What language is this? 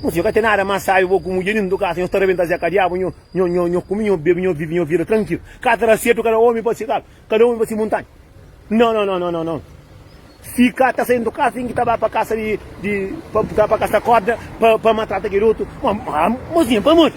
Kabuverdianu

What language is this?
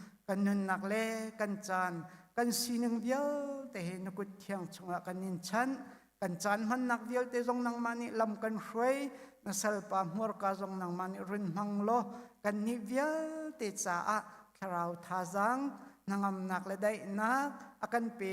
Hakha Chin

